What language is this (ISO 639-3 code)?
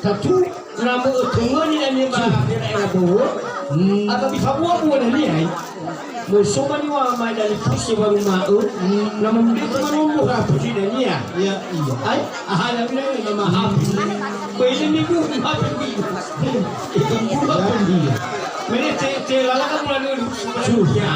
nia